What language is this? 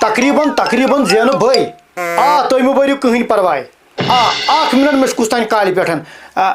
Kashmiri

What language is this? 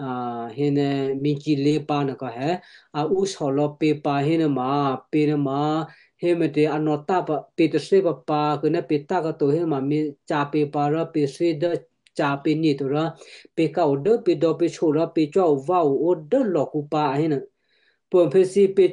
Western Kayah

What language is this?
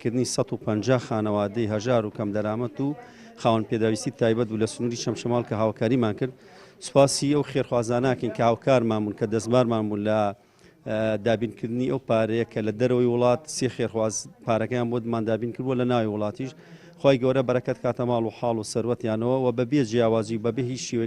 Central Kurdish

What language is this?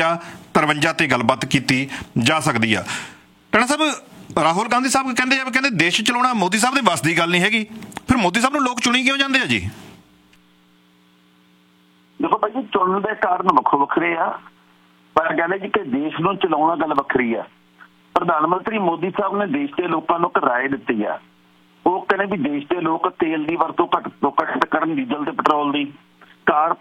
Punjabi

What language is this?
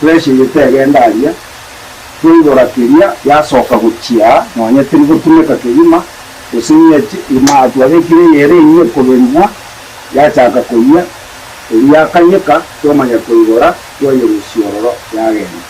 Gusii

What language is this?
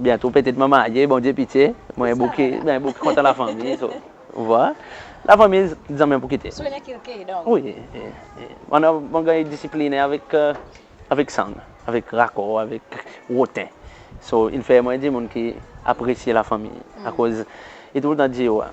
Seselwa Creole French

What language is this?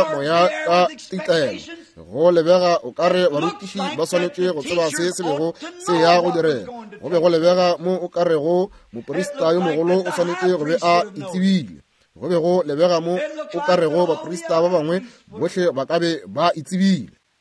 Northern Sotho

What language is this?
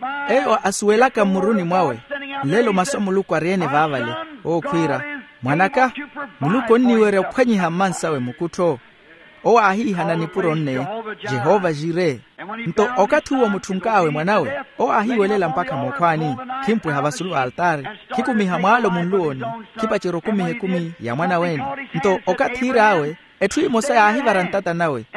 Makhuwa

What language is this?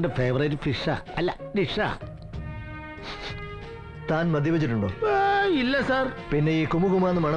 Malayalam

